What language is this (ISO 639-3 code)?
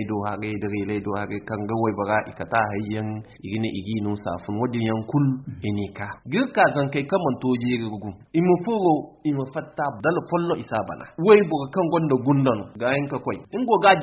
dje